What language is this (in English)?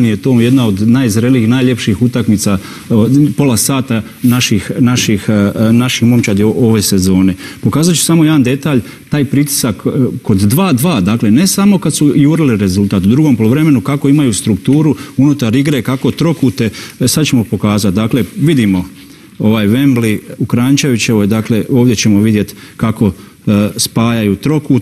Croatian